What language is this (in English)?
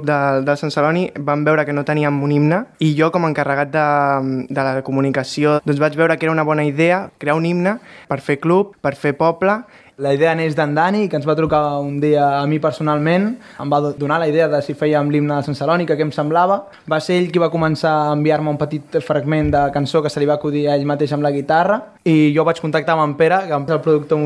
Catalan